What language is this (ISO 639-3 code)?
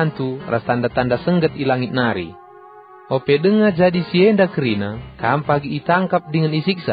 btx